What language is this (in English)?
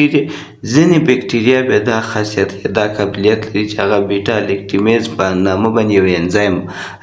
Pashto